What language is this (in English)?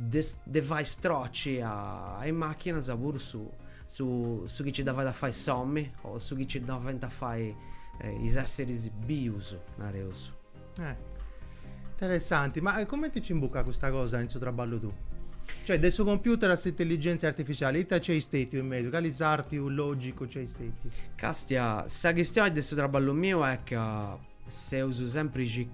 Sardinian